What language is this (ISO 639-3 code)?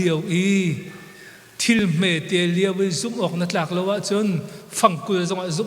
cnh